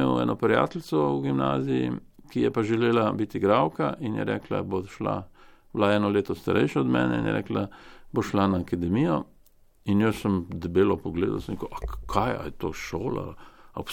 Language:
Slovenian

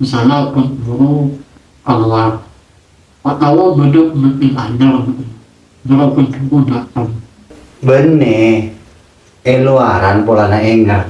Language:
Madurese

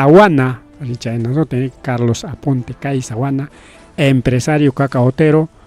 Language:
Ayacucho Quechua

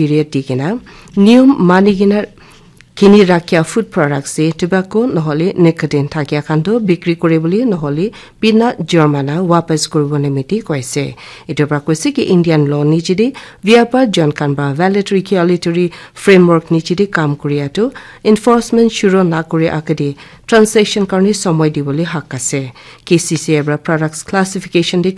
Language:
Naga Pidgin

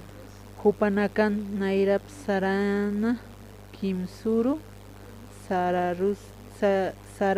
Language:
Aymara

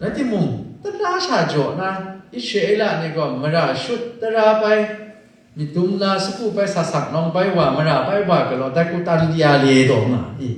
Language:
Kachin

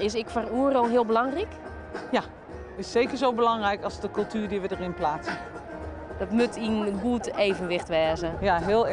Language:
Western Frisian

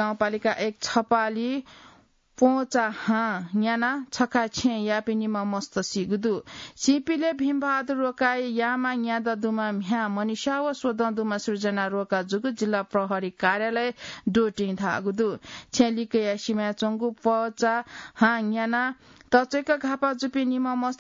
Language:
Newari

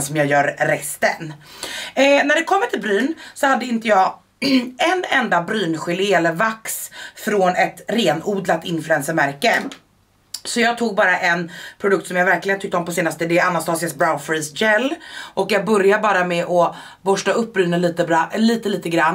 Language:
Swedish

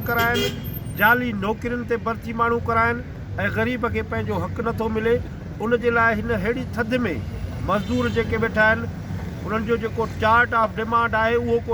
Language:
Sindhi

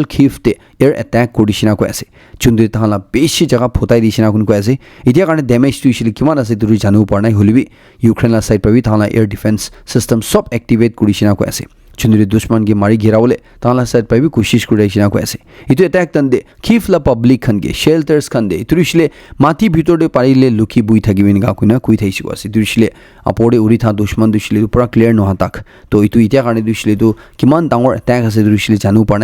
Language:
Naga Pidgin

